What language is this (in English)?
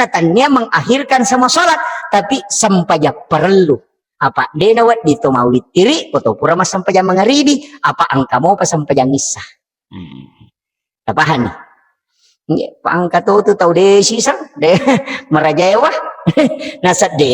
Buginese